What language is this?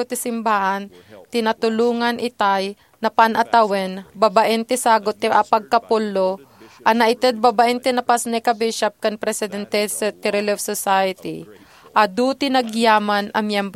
Iloko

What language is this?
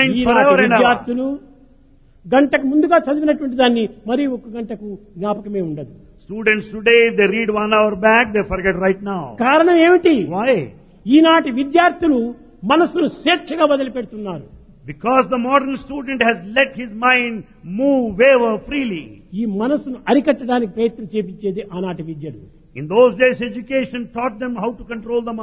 Telugu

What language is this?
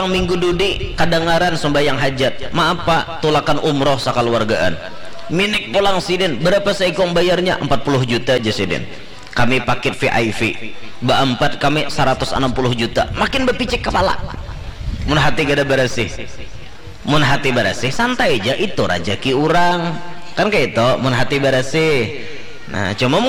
Banjar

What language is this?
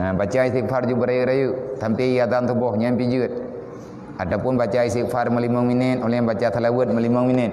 Achinese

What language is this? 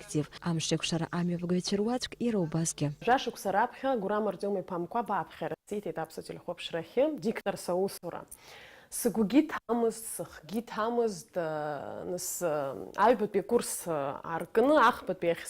Abkhazian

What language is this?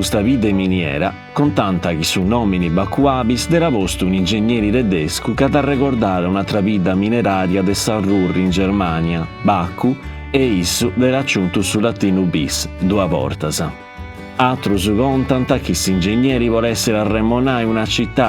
Sardinian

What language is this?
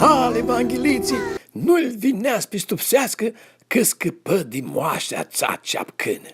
Aromanian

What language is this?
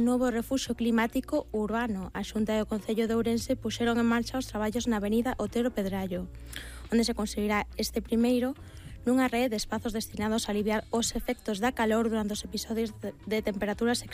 Galician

